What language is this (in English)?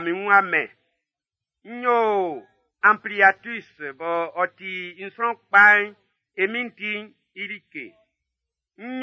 Baoulé